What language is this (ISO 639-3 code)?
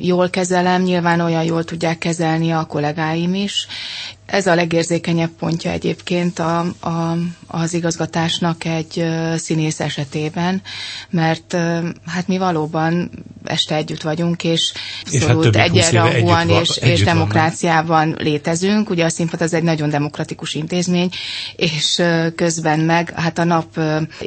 hun